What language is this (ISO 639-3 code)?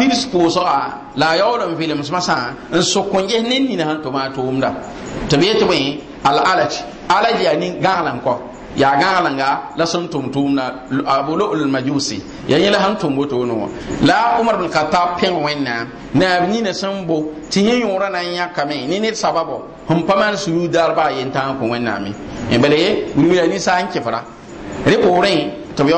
mos